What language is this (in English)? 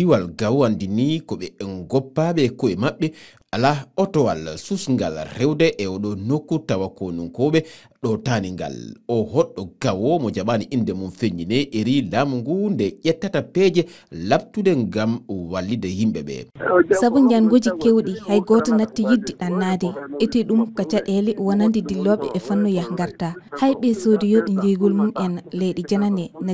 Fula